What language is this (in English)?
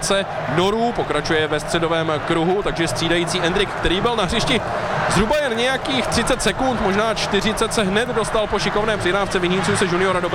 Czech